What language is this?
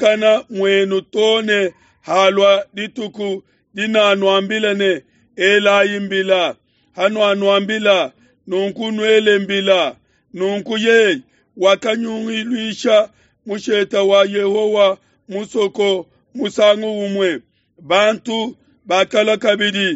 Luba-Lulua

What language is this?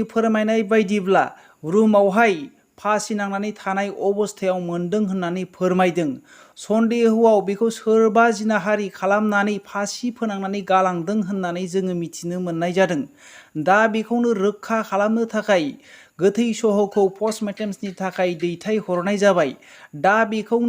Bodo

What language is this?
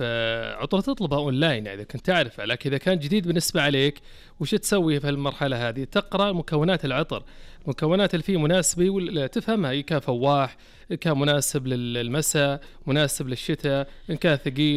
Najdi Arabic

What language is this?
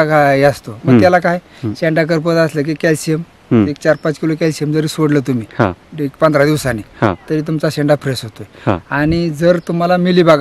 Marathi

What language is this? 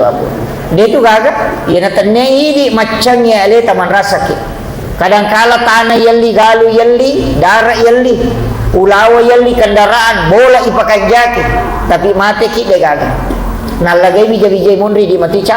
Buginese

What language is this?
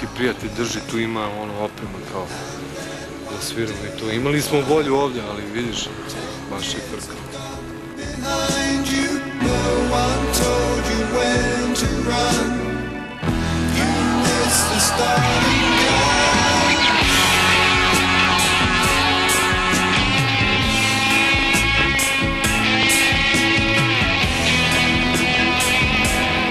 Serbian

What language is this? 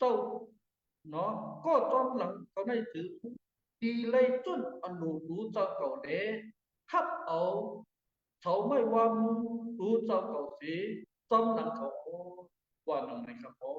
Shan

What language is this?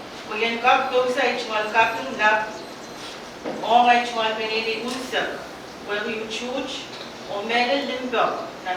Pohnpeian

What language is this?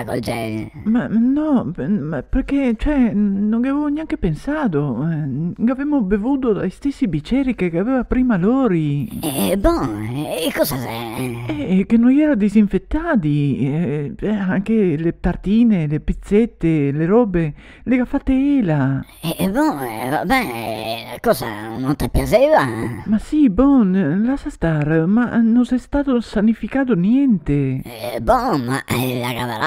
Venetian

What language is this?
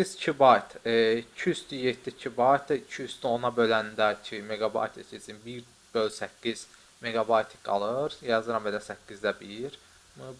Azerbaijani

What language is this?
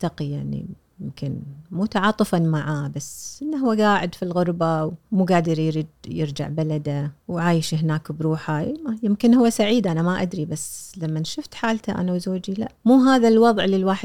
Gulf Arabic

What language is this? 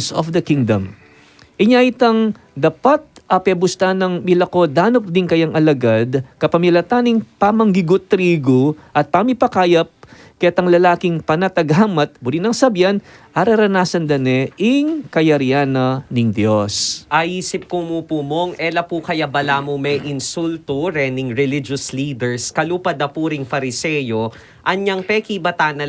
Pampanga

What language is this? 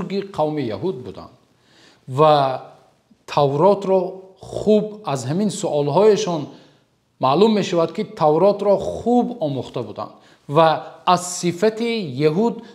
Tajik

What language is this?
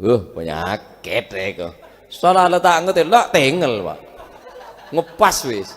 Madurese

